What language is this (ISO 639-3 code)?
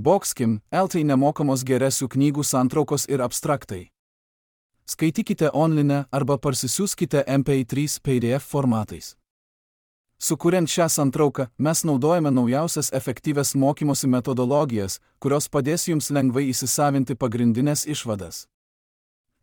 lit